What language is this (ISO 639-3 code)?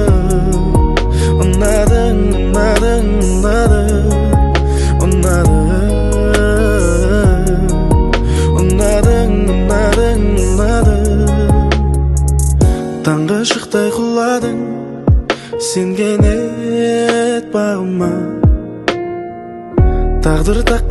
kaz